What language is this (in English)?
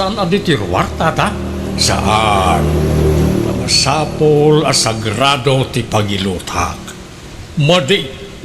Iloko